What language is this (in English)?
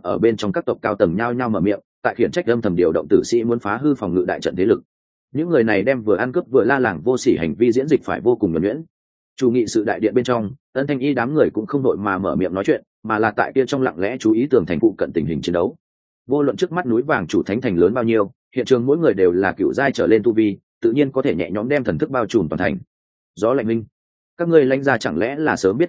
Vietnamese